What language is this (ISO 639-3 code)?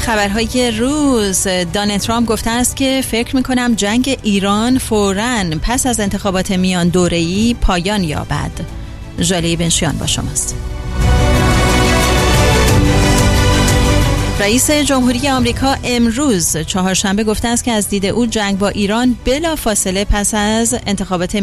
fas